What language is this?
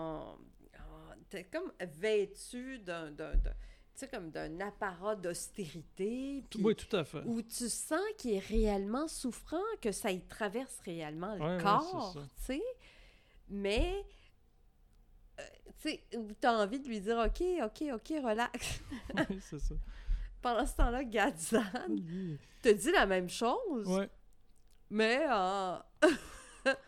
French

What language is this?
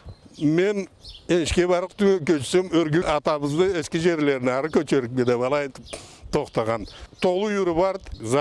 Karachay-Balkar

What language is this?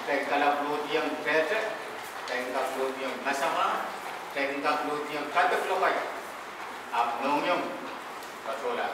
Pohnpeian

